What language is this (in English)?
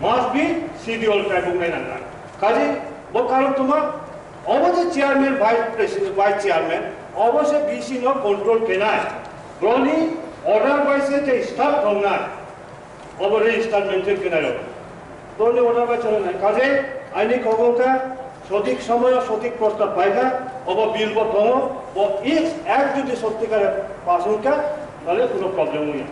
Kok Borok